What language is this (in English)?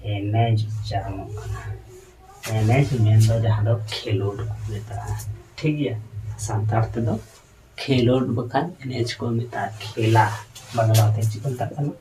Santali